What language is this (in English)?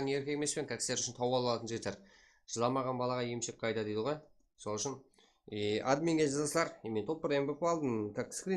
Kara-Kalpak